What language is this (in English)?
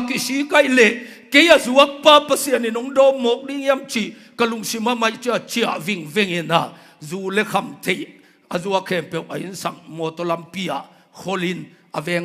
Tedim Chin